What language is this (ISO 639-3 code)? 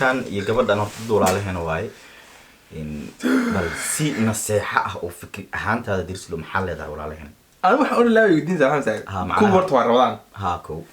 som